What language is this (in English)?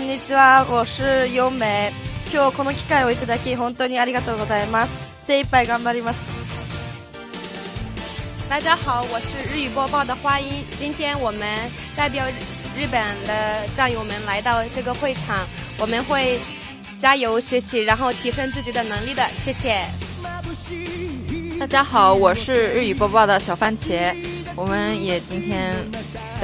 Chinese